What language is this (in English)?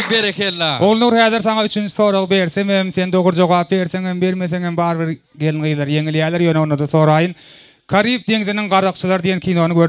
Turkmen